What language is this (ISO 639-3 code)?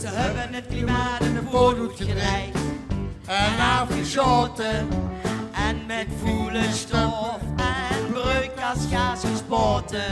lim